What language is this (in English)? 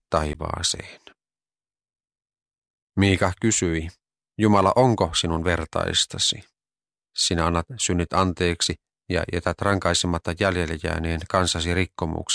Finnish